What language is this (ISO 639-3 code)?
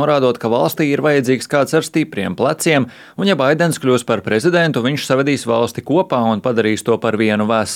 lav